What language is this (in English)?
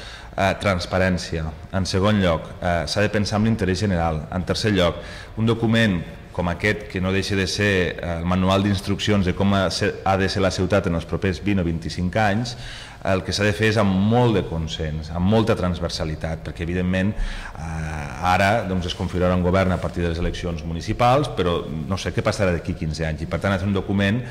Catalan